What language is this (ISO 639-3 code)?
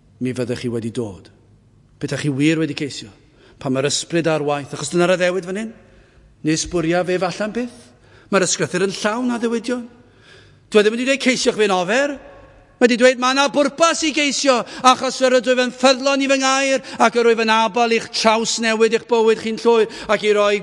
cym